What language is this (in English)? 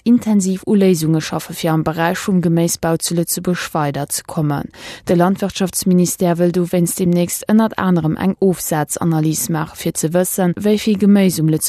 Luxembourgish